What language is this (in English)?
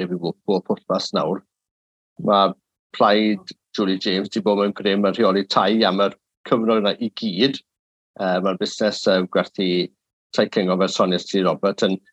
Welsh